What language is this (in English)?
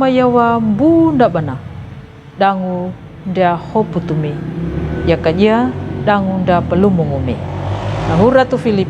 Kambera